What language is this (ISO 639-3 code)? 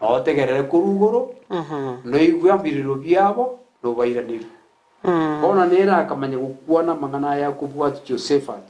guz